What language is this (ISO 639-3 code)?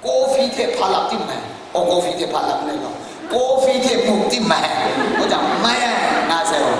kac